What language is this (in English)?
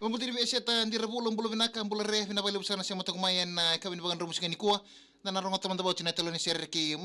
Fijian